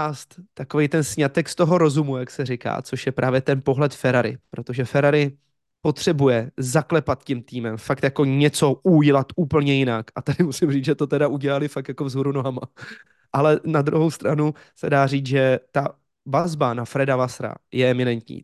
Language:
Czech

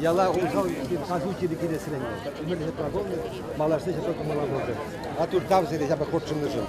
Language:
Chuvash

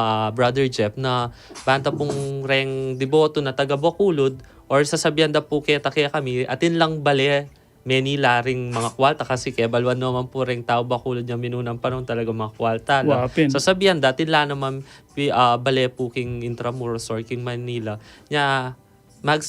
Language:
Pampanga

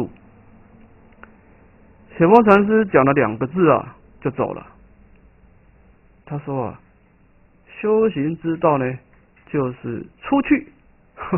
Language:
Chinese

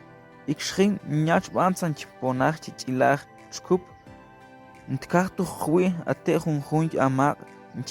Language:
Tektiteko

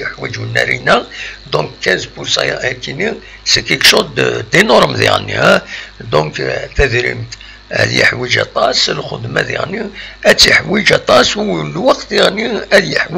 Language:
Kabyle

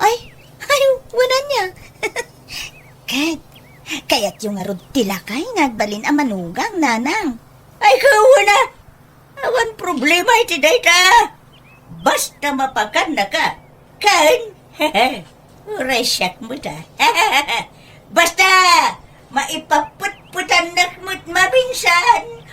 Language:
Iloko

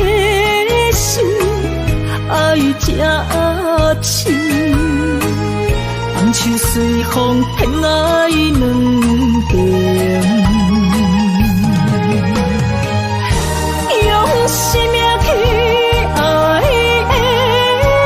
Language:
Chinese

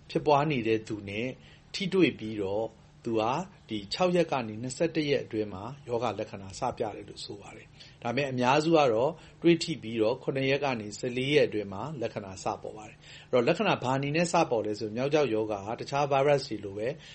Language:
Burmese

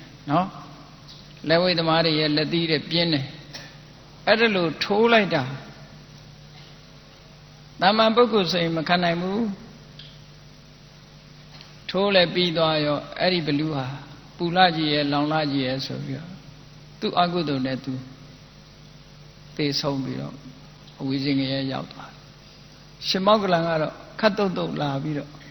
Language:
Burmese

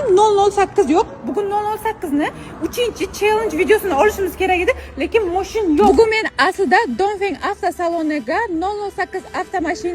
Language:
Uzbek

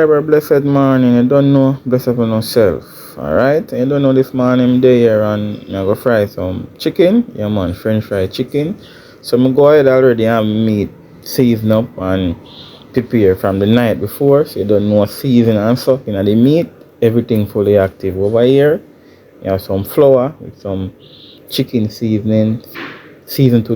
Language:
Jamaican Creole English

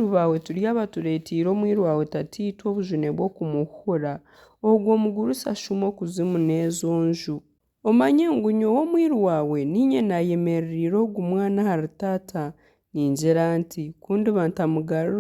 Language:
Nyankole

